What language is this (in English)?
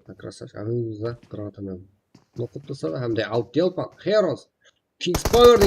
Kara-Kalpak